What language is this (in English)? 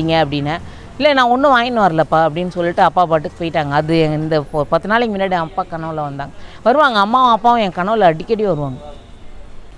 Tamil